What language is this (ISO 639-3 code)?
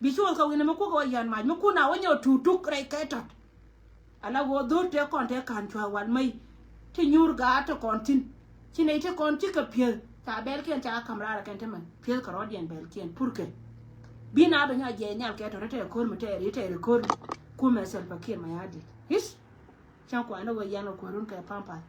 nus